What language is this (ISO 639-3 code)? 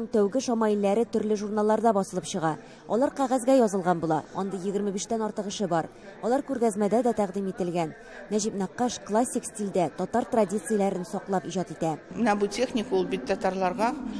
tat